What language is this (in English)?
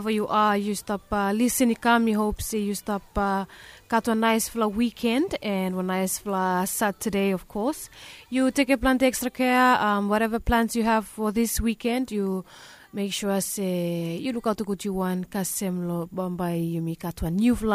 Bislama